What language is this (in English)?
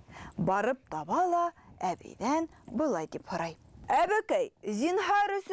Bashkir